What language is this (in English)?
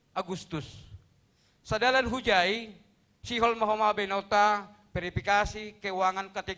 Batak Simalungun